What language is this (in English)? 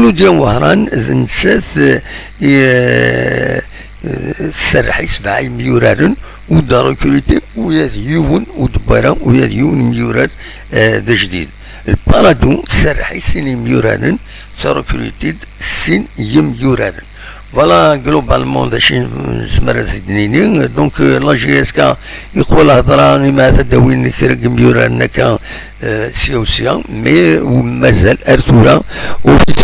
Kabyle